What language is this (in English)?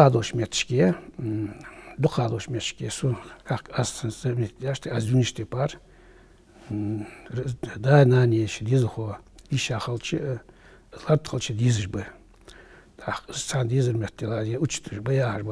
Ingush